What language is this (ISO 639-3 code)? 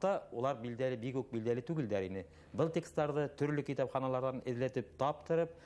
bak